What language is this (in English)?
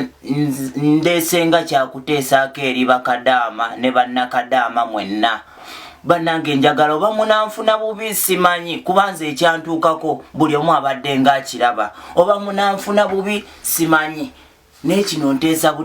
Ganda